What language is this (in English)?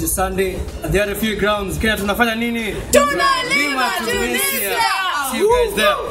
Swahili